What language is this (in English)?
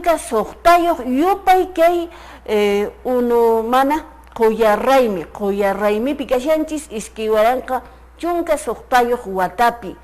Quechua